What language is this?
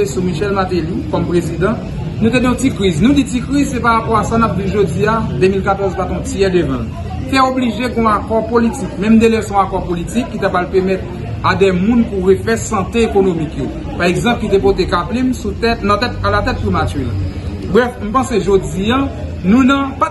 Haitian Creole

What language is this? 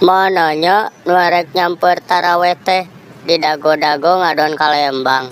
Sundanese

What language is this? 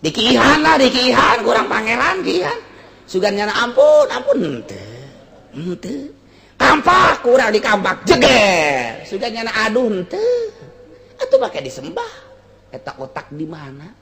Sundanese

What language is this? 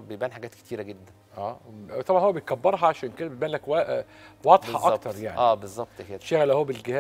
Egyptian Arabic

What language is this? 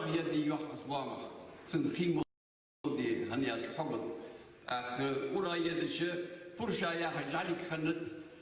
Ingush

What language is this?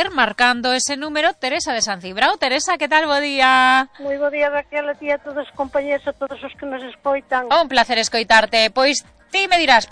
Galician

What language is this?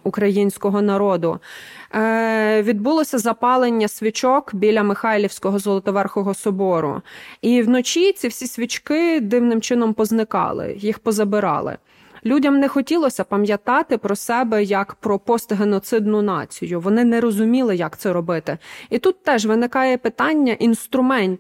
Ukrainian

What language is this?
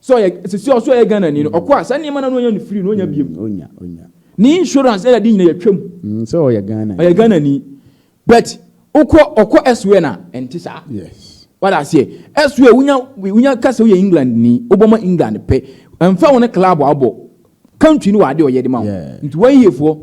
Akan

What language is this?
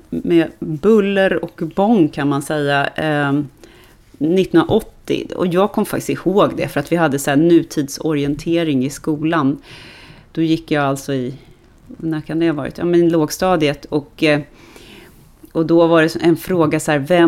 Swedish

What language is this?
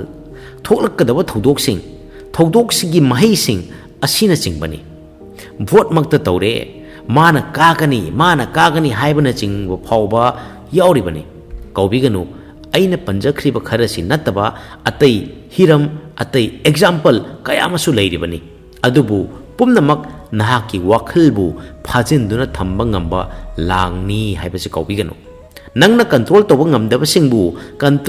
Manipuri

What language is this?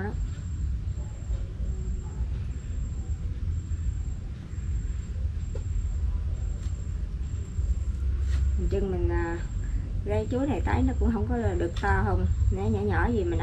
Vietnamese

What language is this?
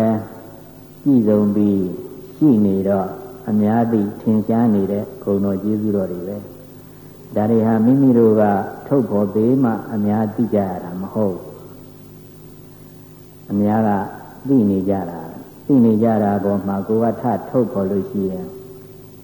Burmese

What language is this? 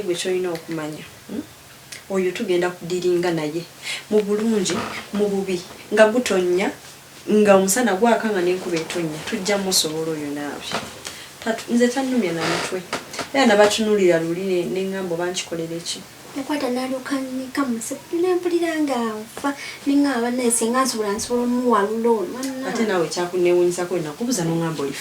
Ganda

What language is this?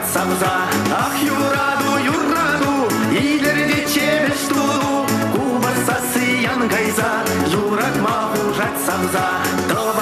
Chuvash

